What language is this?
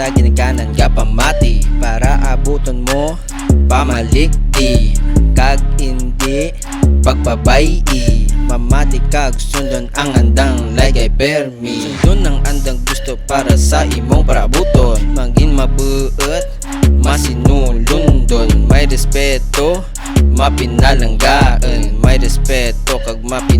Kinaray-a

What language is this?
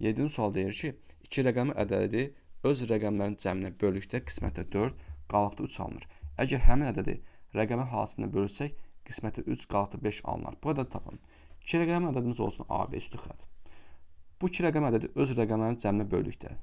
Azerbaijani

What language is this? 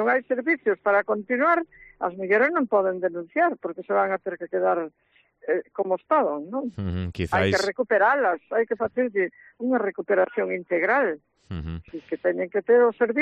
Galician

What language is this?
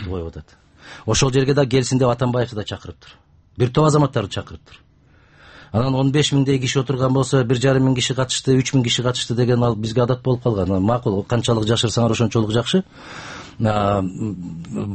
Kyrgyz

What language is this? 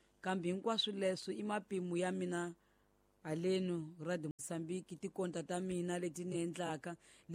Tsonga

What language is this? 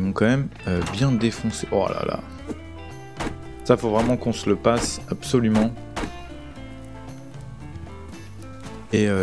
French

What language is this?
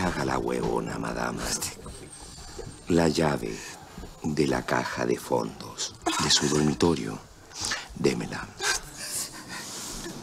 Spanish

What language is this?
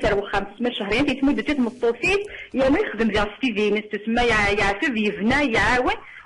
Kabyle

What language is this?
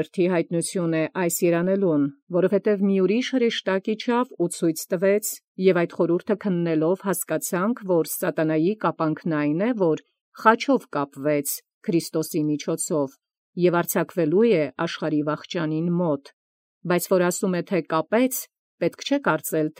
Armenian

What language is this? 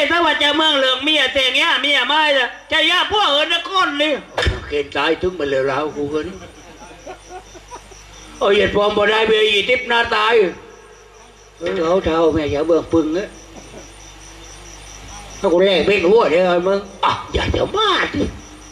Thai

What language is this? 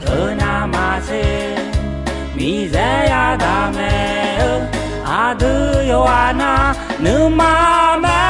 Akha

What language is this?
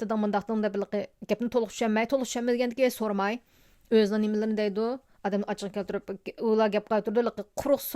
Uyghur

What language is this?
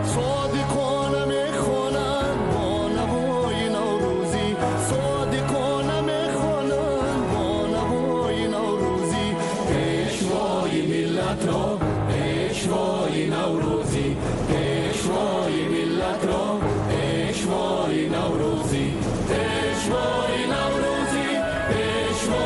Tajik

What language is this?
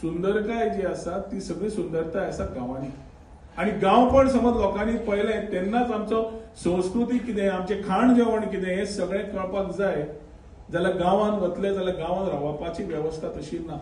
Konkani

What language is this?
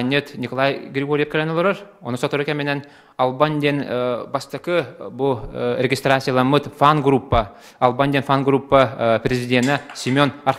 Yakut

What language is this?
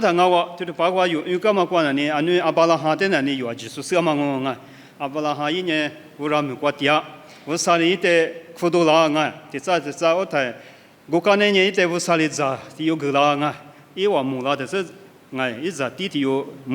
Lisu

